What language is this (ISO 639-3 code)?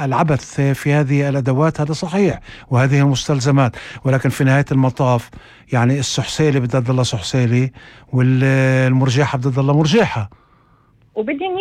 apc